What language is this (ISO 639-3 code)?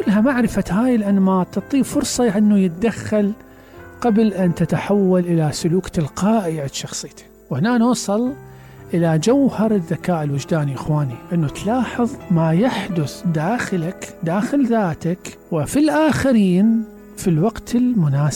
acm